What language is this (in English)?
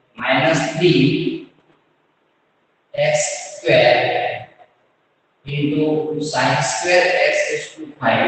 Gujarati